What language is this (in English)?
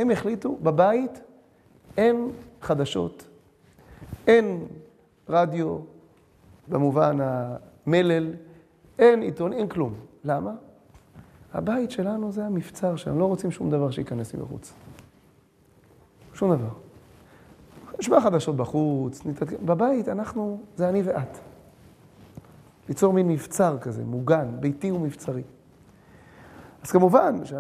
Hebrew